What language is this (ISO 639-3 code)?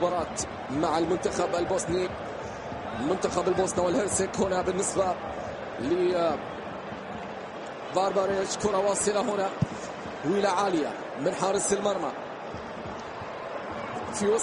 ara